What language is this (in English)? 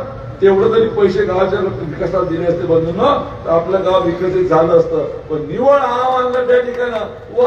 Marathi